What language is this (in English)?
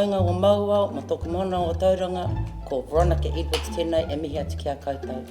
Māori